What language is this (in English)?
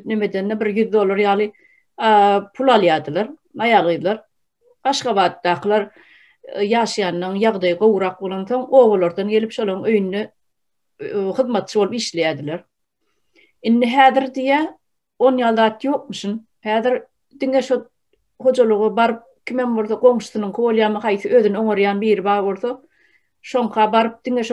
Turkmen